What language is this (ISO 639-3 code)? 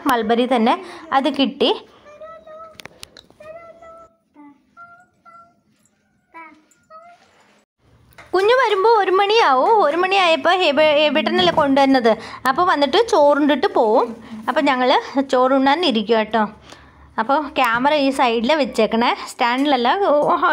mal